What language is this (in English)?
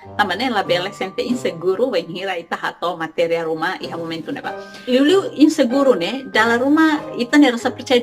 Tetum